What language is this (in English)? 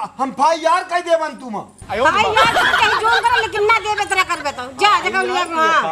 Awadhi